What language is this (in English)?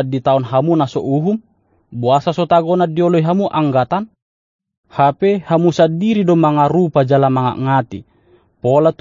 Batak Toba